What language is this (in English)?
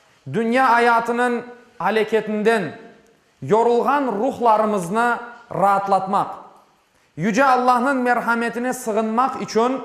Crimean Tatar